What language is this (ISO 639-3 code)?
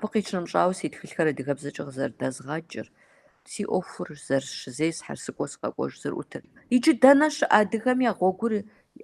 kbd